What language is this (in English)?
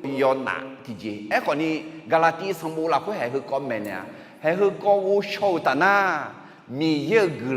Akha